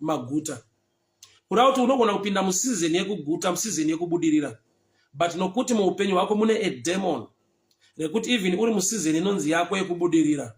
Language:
Shona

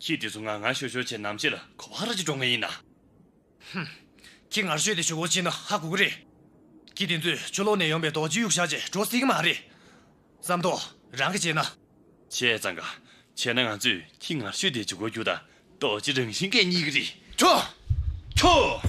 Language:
Tibetan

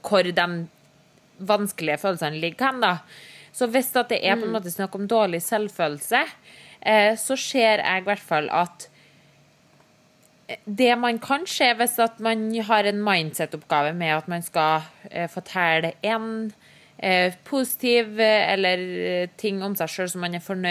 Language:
Norwegian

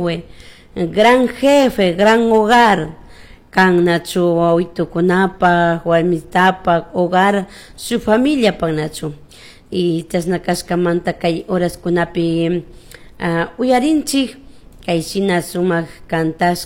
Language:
Chimborazo Highland Quichua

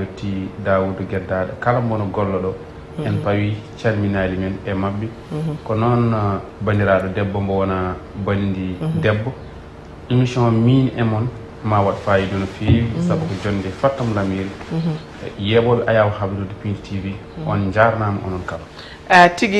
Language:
Fula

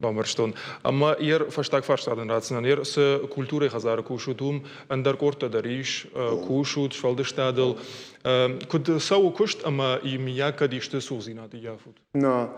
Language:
Ossetic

